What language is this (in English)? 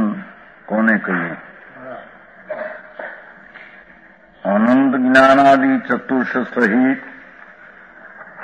Gujarati